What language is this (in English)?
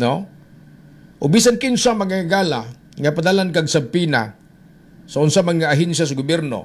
Cebuano